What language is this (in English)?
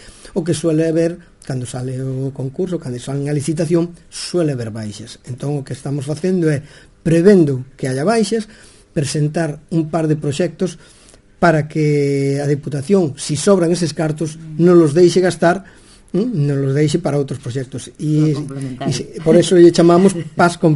Galician